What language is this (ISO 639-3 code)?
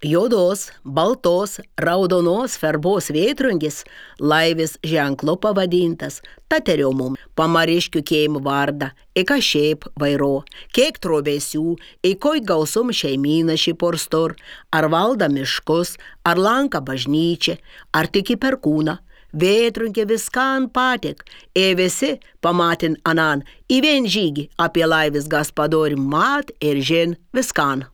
lit